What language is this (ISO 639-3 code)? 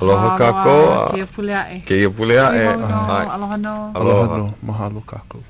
haw